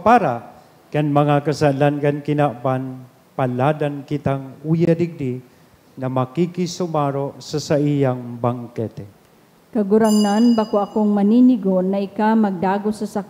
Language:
Bikol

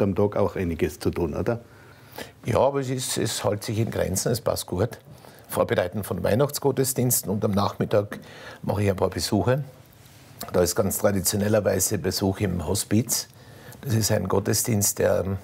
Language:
Bavarian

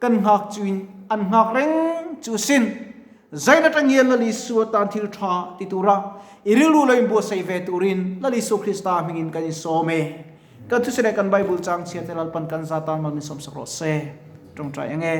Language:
Mizo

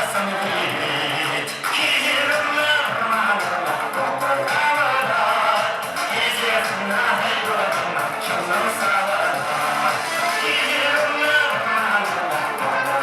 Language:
Chuvash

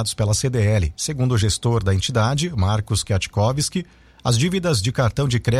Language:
Portuguese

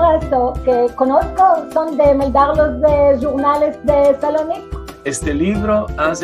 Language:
Ladino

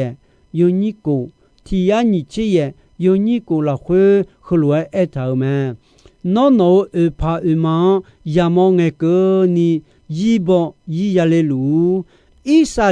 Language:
Akha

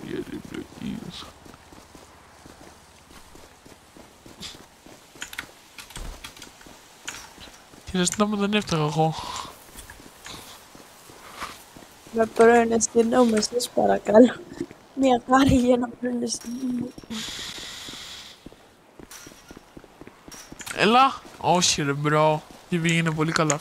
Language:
Greek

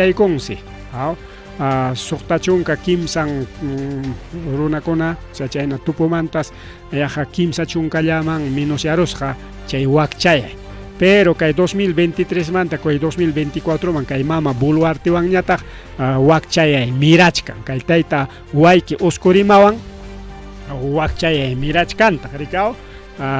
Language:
Ayacucho Quechua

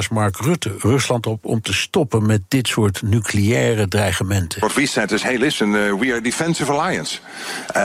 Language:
Dutch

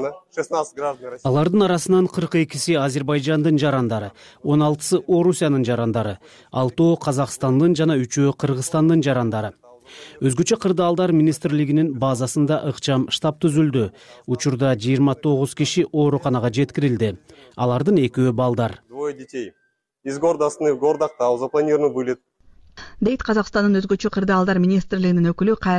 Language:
Kyrgyz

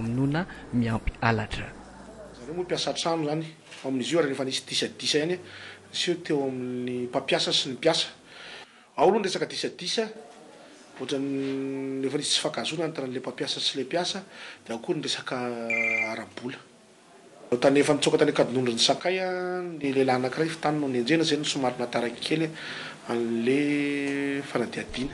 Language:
Malagasy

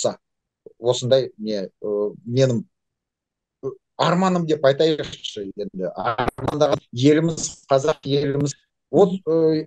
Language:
Kazakh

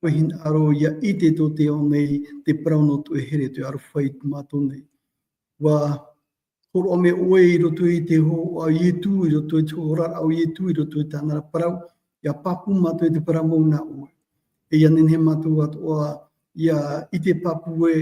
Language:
Tahitian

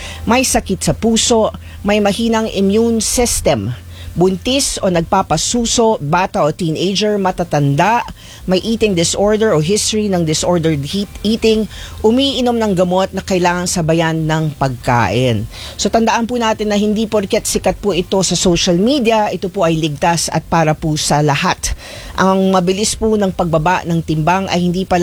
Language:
Filipino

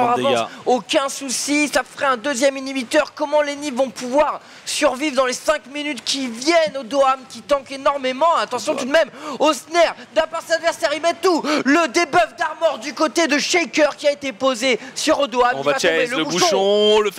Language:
French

